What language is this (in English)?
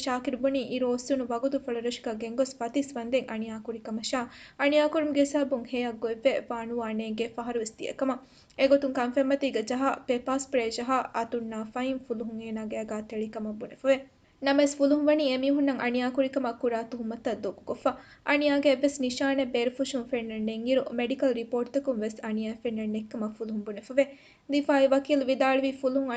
Divehi